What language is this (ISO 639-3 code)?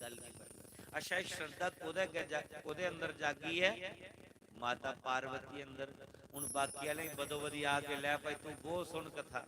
doi